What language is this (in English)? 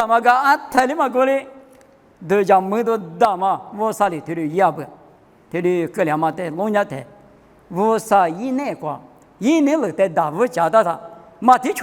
Lisu